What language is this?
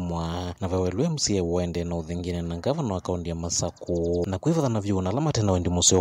Kamba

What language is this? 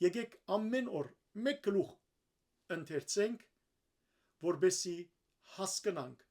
Western Armenian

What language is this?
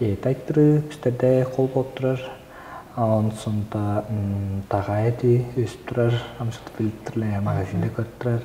Tuvinian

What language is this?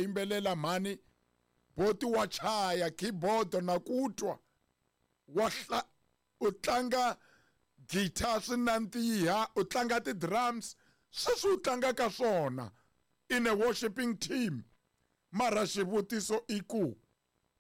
Tsonga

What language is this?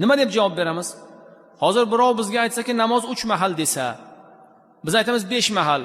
Uzbek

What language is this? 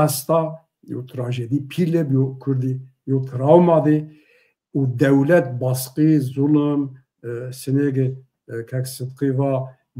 Zaza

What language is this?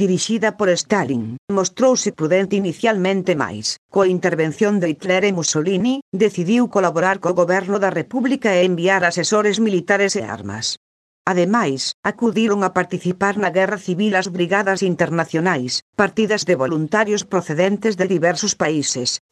Galician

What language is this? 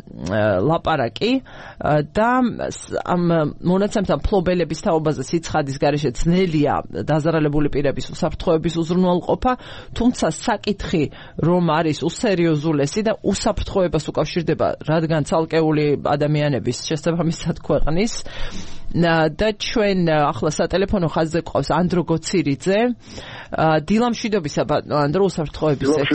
Georgian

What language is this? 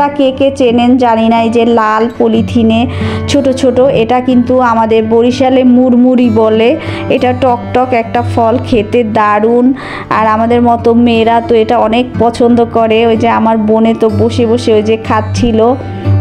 Bangla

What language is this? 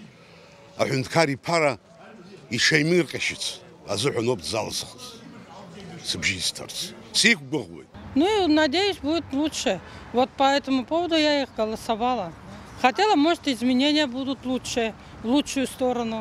Abkhazian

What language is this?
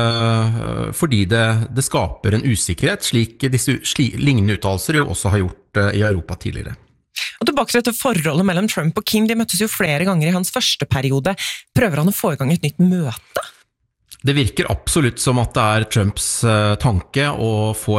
Norwegian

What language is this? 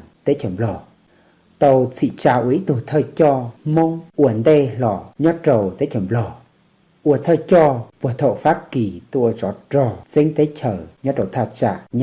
Hmong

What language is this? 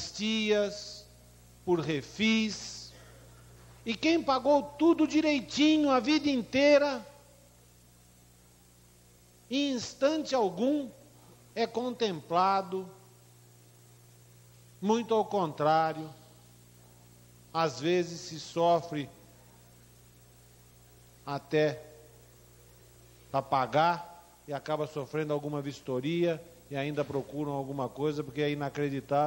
Portuguese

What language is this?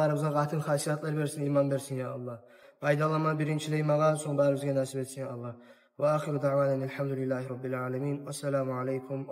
Kumyk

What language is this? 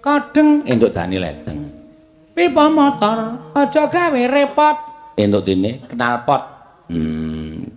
Javanese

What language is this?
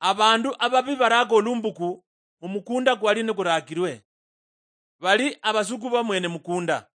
Luyia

